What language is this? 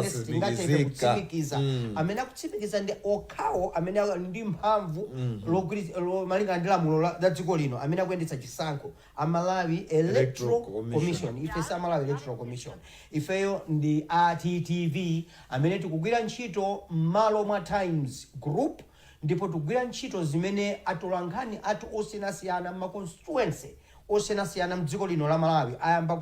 Nyanja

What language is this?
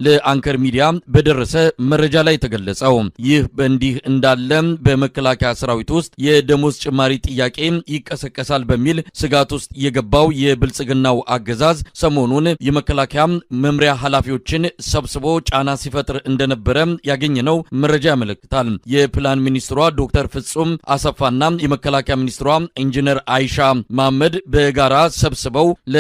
Amharic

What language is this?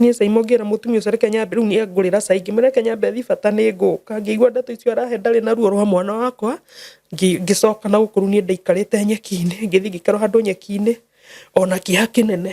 Kikuyu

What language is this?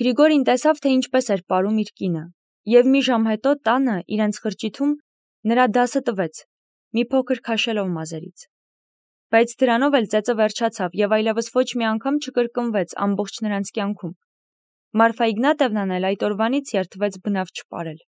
Armenian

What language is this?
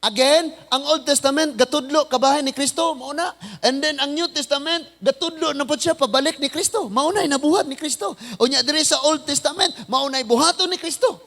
Cebuano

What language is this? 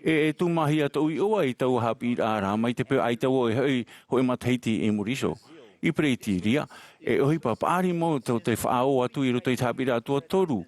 Tahitian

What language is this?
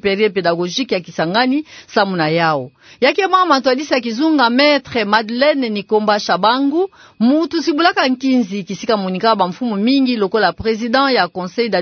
Kituba (Democratic Republic of Congo)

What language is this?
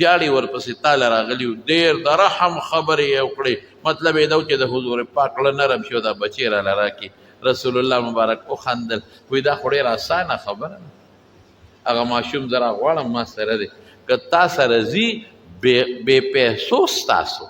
Pashto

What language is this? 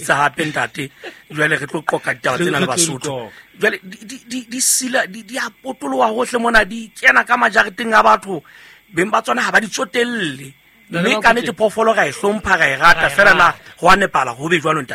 Southern Sotho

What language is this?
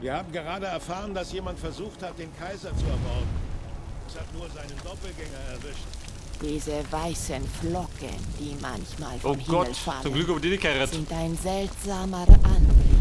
Bavarian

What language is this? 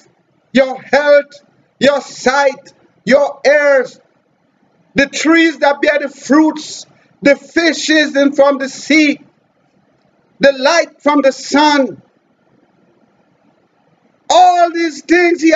English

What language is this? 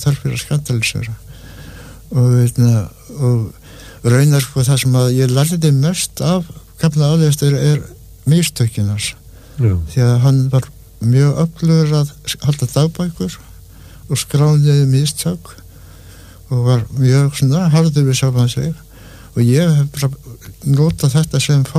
Icelandic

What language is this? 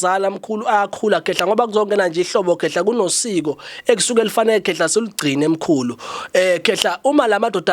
Zulu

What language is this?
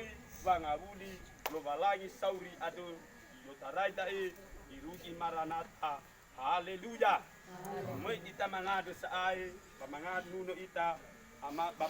Nias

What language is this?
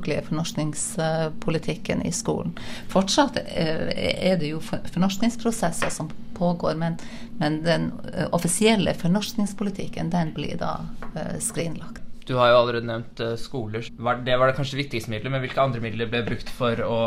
Norwegian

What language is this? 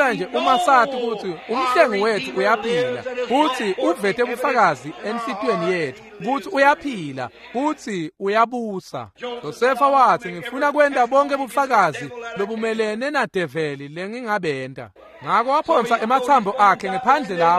Swati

